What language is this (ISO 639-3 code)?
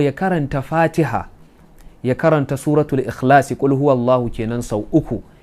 hau